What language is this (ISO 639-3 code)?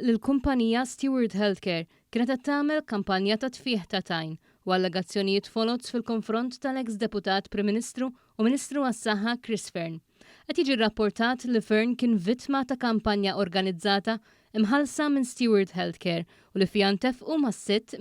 mlt